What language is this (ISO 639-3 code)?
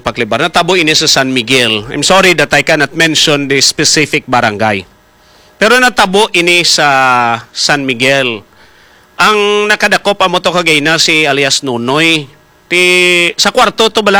hil